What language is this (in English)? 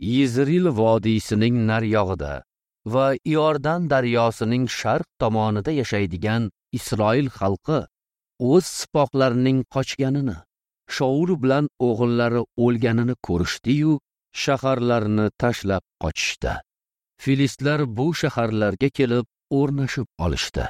Uzbek